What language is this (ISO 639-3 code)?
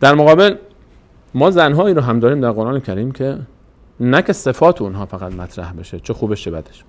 fas